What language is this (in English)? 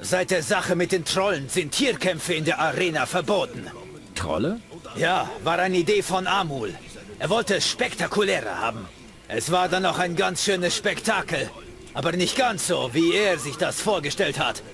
Bavarian